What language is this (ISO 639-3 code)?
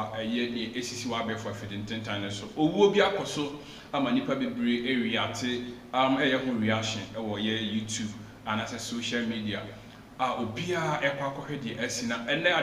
aka